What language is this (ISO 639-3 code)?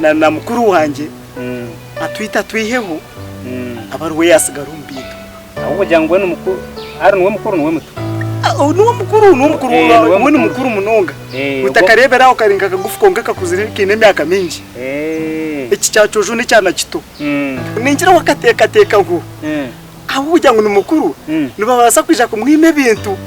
nyn